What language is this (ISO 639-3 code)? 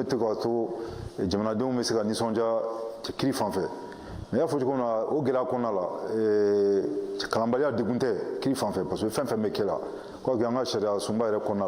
bam